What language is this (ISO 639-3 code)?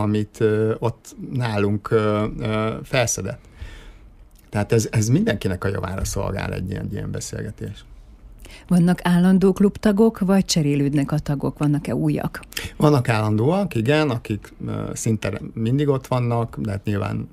hun